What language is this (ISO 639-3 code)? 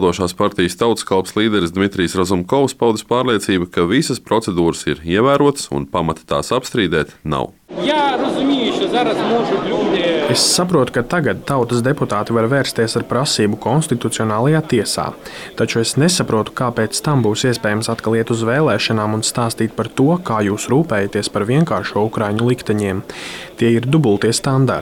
lav